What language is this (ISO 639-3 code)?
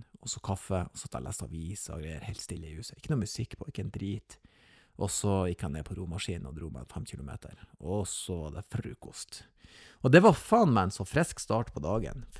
nor